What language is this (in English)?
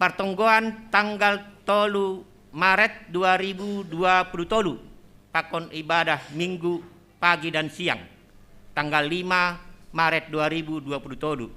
Batak Simalungun